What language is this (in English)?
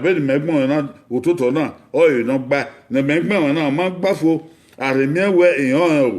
Bini